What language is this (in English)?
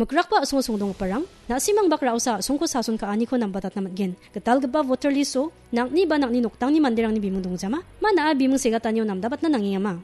Garo